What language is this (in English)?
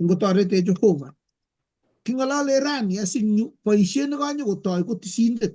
Kalenjin